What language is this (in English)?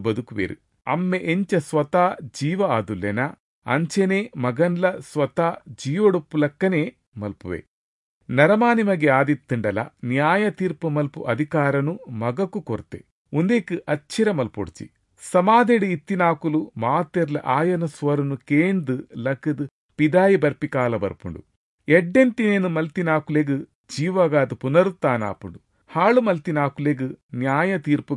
Tulu